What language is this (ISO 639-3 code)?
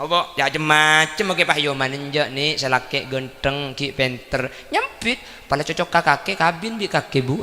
mad